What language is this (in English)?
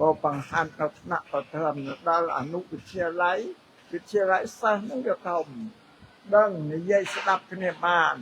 Khmer